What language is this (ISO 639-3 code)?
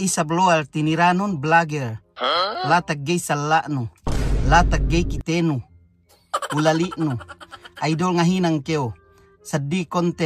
yka